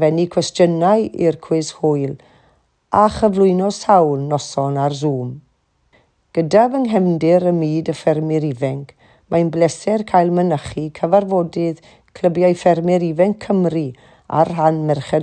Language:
Welsh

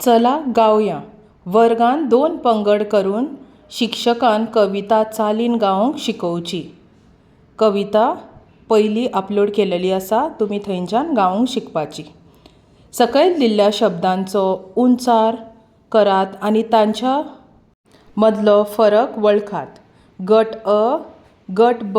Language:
Konkani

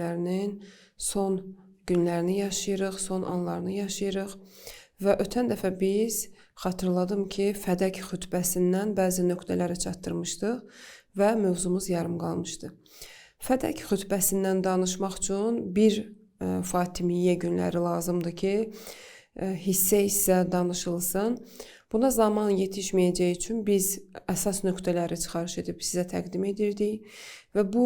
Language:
Azerbaijani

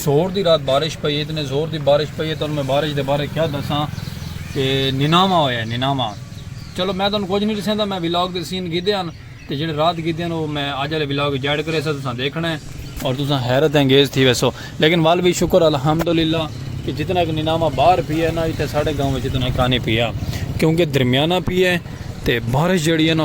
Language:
Saraiki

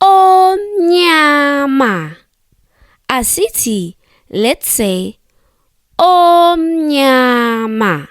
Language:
Zulu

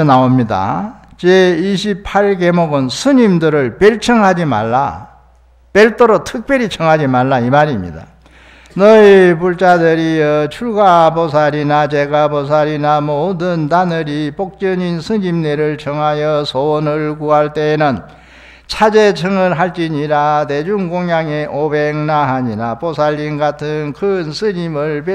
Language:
Korean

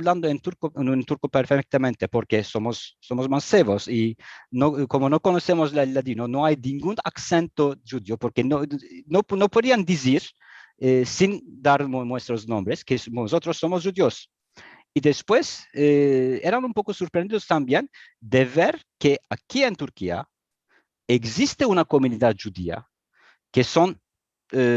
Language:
Ladino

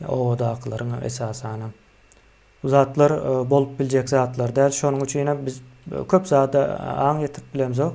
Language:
Turkmen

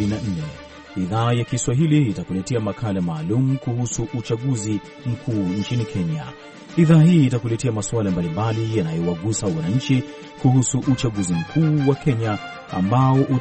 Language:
Swahili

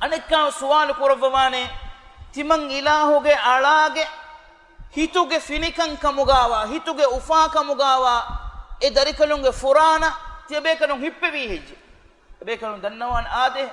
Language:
Divehi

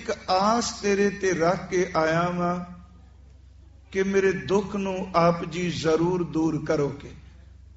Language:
Punjabi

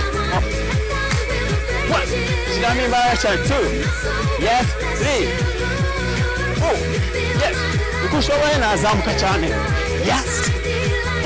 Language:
Kinyarwanda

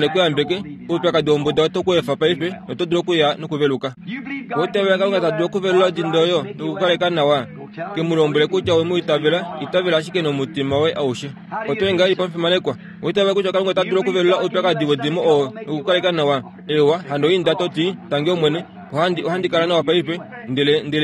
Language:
Kuanyama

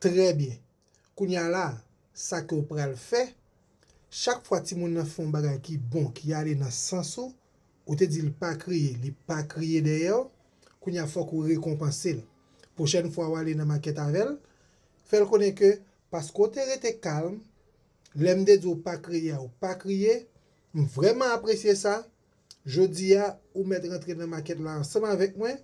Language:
Haitian Creole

